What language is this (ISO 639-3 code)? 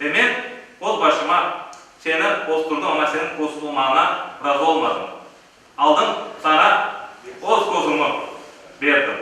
crh